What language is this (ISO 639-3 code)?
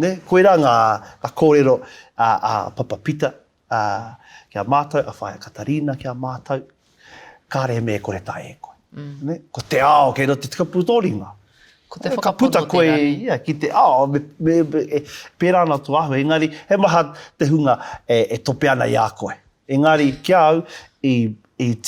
mri